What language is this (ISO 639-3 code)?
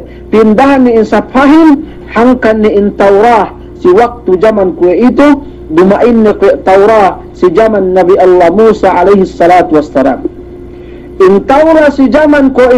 yka